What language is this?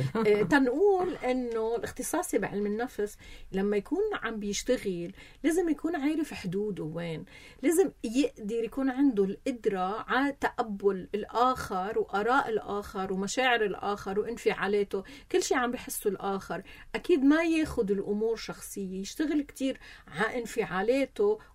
North Levantine Arabic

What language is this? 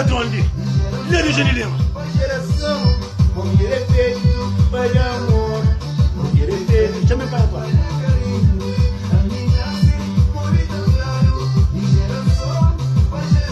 Kabuverdianu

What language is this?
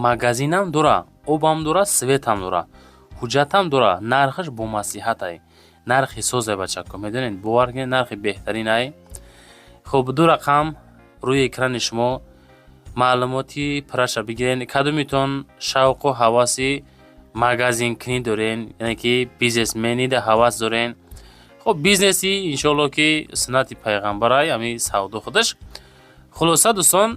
Tajik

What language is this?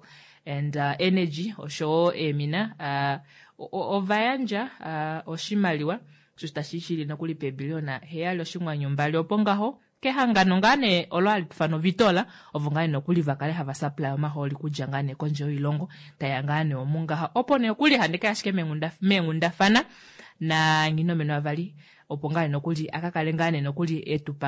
Kuanyama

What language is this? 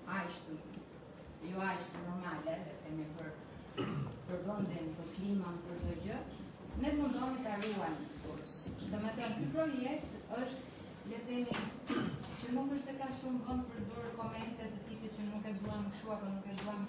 Albanian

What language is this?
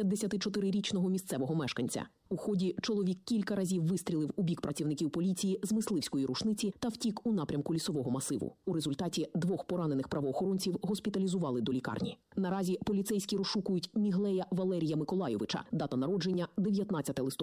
Ukrainian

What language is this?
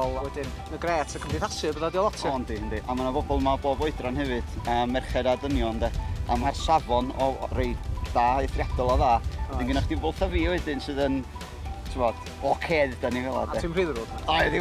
Welsh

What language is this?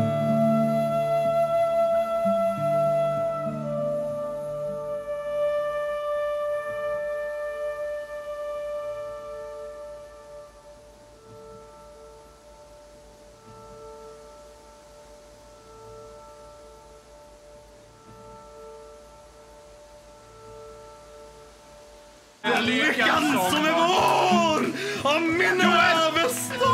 Swedish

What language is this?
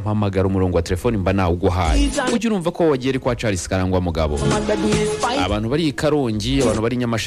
Kinyarwanda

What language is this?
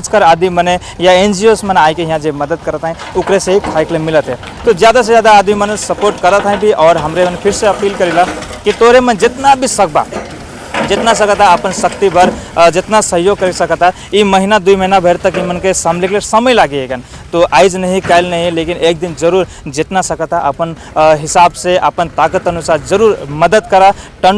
Sadri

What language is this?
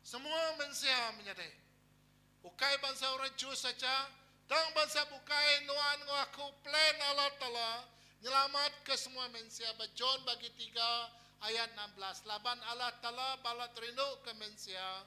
Iban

